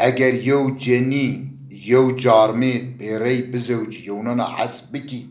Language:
Zaza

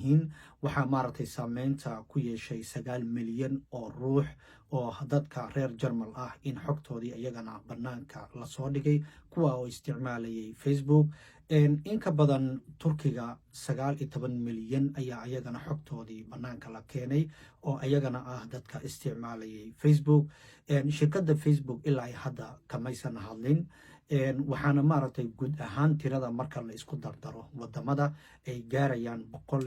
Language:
Somali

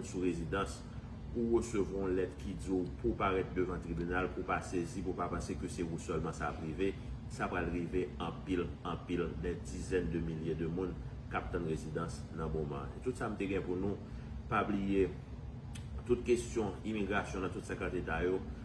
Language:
Haitian Creole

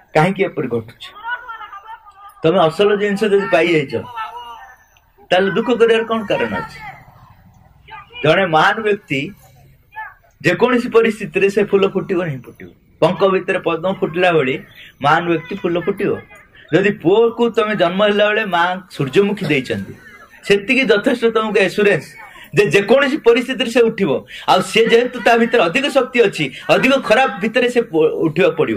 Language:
Odia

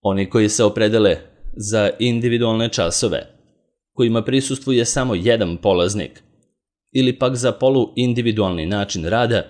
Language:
Serbian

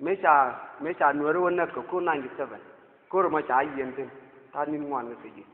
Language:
Nuer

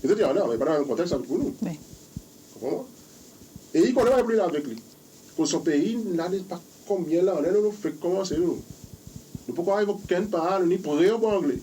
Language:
Seselwa Creole French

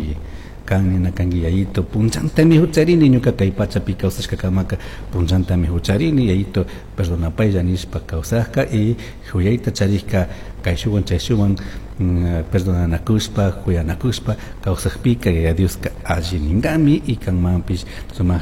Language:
Chimborazo Highland Quichua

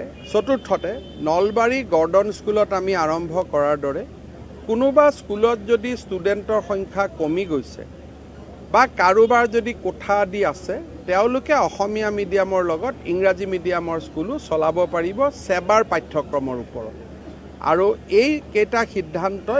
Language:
Assamese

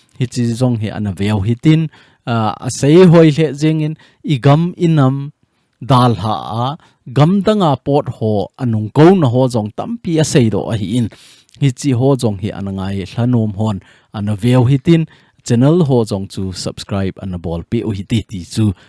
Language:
Thado Chin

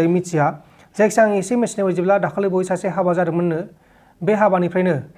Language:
Bodo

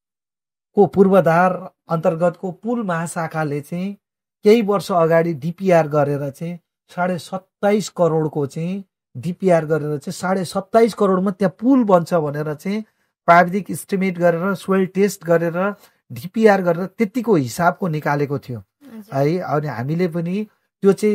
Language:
Nepali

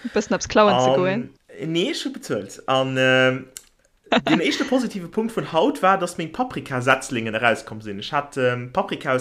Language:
Luxembourgish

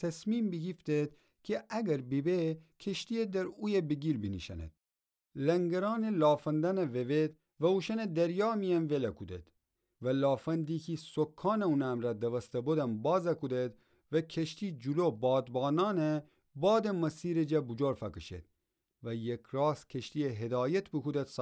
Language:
Gilaki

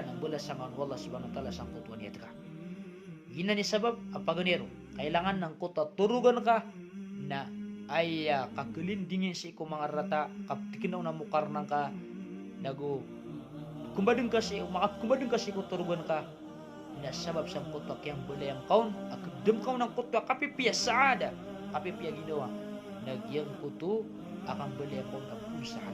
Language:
Maranao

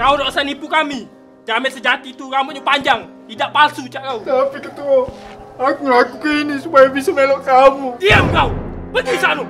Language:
Musi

